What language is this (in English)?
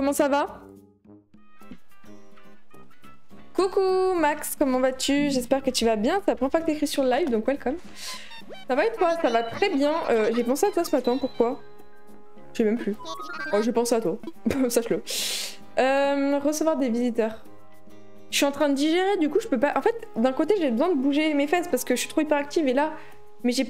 French